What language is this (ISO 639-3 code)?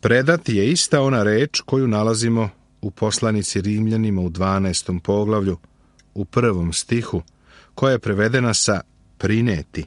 srp